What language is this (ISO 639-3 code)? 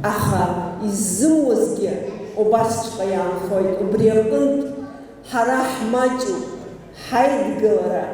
abk